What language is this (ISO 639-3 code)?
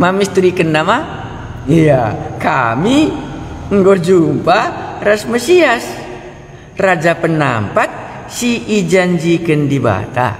btx